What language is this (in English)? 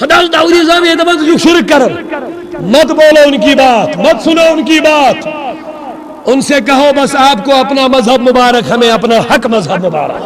Kashmiri